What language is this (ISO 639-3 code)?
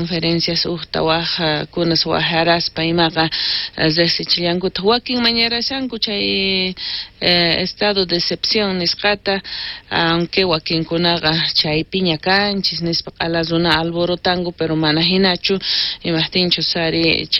quh